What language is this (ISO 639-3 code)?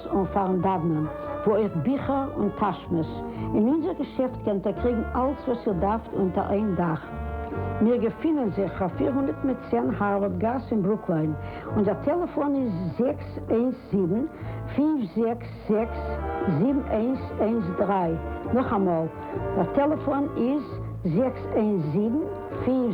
yid